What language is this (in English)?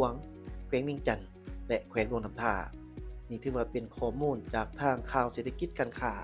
Lao